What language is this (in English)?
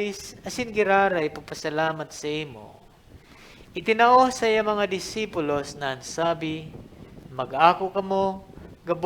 Bikol